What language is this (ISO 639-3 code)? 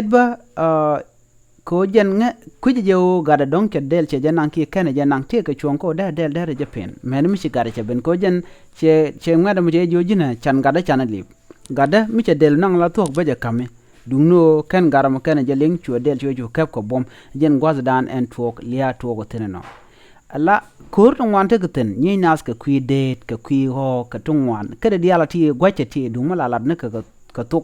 nus